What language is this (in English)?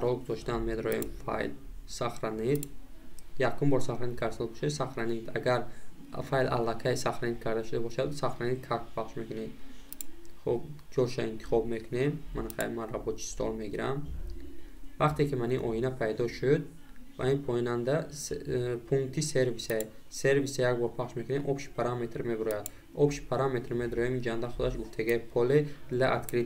Tajik